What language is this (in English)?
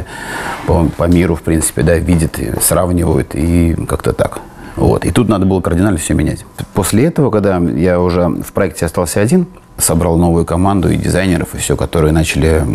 Russian